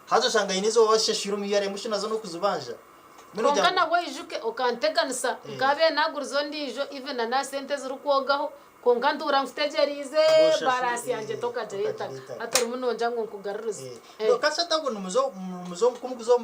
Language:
Nyankole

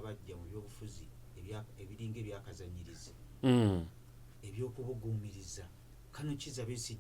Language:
Ganda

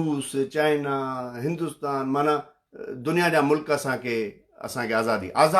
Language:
Sindhi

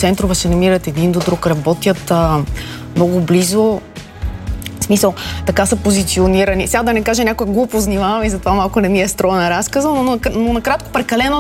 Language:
Bulgarian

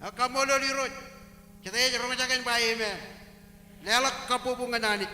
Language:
Marshallese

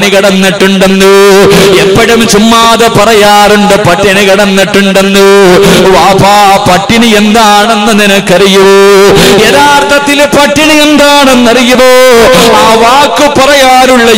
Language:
Malayalam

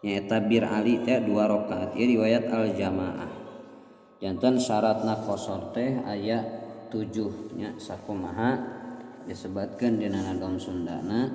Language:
Sundanese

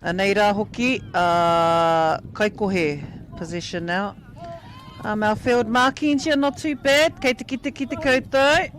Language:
Māori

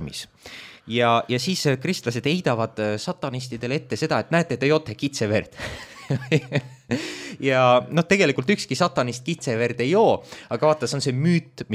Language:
Estonian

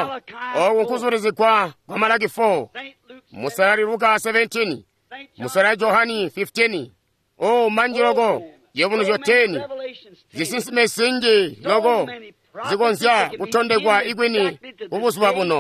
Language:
Tonga (Zambia)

